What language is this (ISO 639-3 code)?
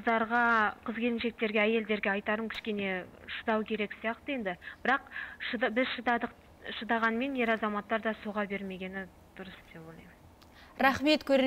kaz